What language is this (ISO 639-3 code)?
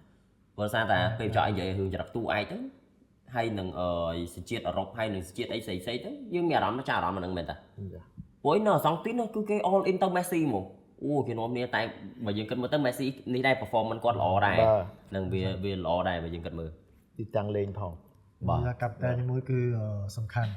khm